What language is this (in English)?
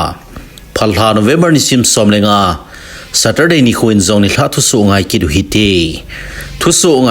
Thado Chin